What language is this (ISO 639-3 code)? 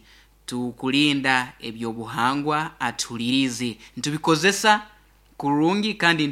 nyo